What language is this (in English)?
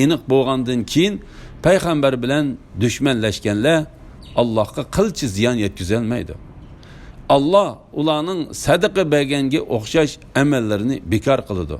Uyghur